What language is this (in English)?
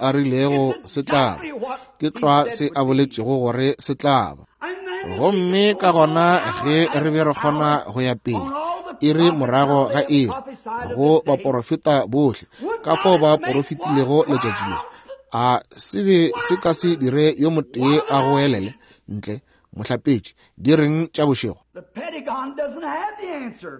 Northern Sotho